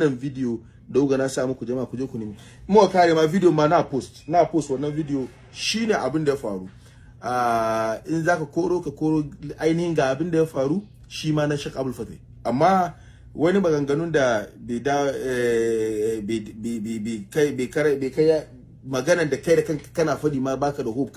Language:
Hausa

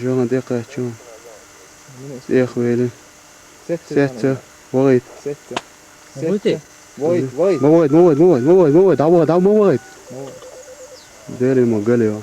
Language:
Chechen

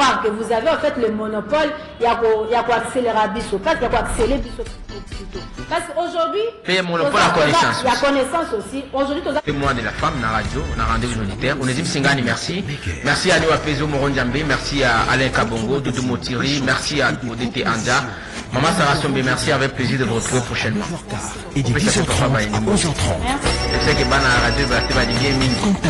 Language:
French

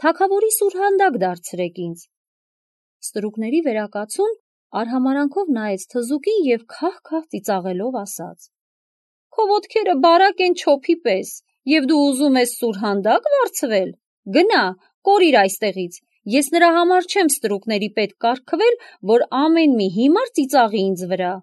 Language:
Armenian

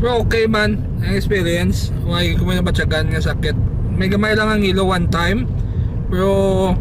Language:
Hiligaynon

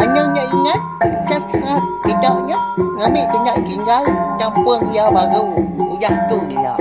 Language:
Iban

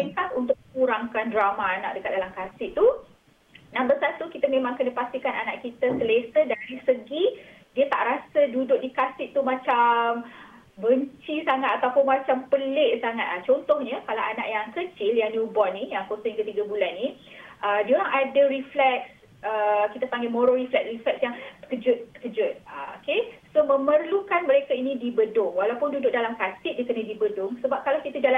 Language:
Malay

